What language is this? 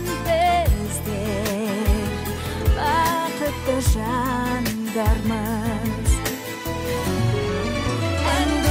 Kazakh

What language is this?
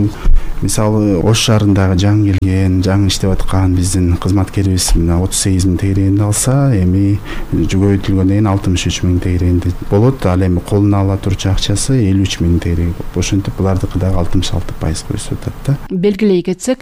Kyrgyz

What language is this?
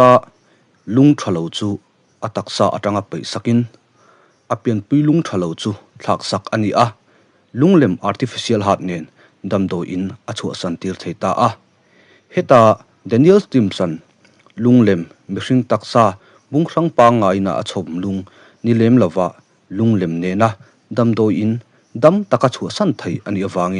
Mizo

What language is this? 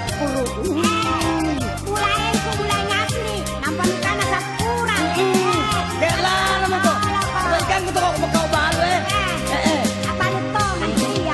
Makasar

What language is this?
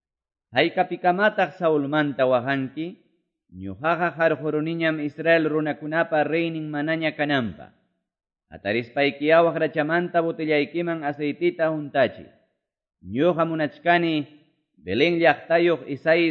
Quechua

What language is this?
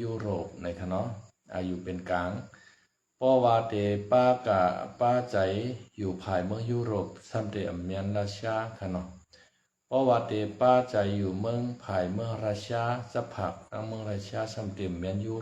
Shan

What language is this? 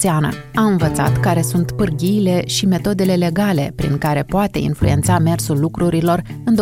Romanian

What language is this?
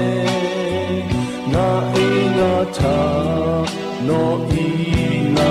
Lahu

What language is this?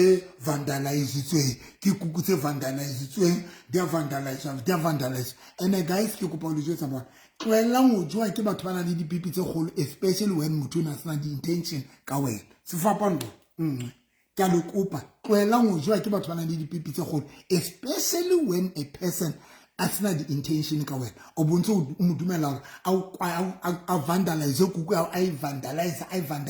Southern Sotho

